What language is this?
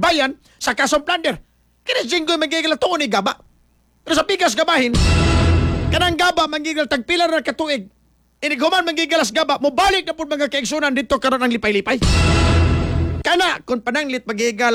Cebuano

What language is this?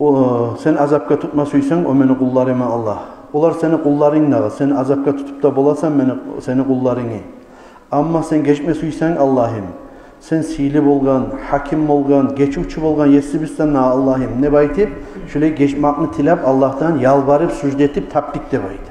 Kumyk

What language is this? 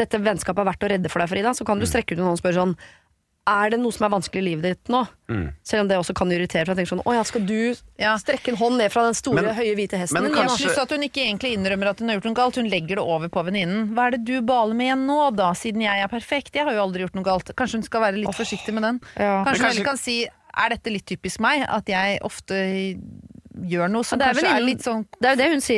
Norwegian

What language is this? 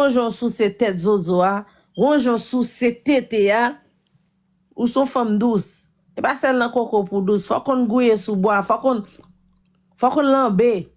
Haitian Creole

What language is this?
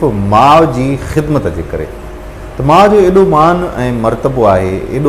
Sindhi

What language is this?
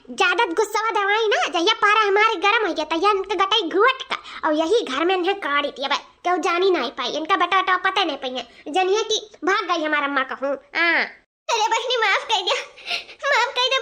Awadhi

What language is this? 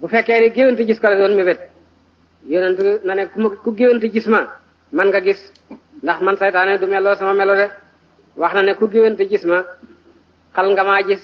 Wolof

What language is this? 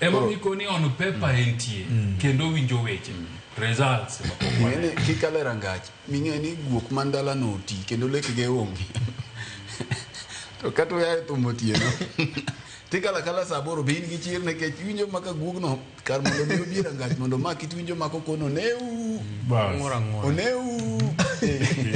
Luo (Kenya and Tanzania)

